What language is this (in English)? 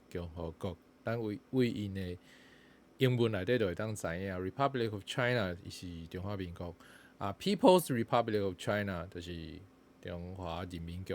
Min Nan Chinese